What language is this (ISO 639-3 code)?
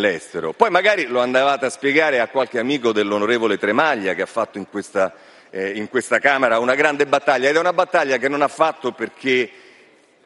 ita